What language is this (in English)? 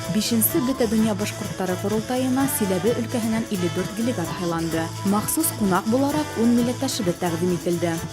Bashkir